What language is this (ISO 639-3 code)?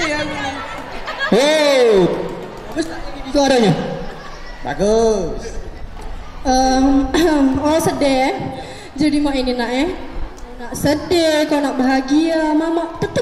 mui